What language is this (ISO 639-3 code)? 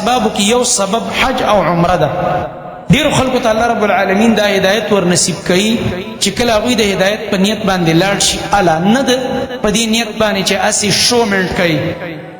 pus